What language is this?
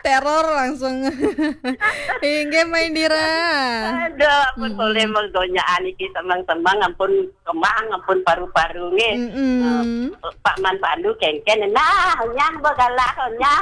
Balinese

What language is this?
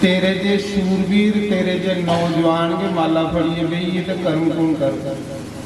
Dogri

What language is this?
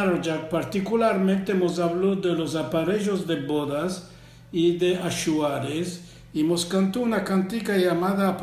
Ladino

